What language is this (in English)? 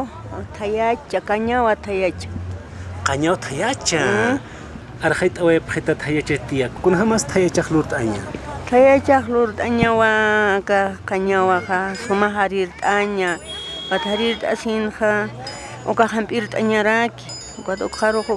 Aymara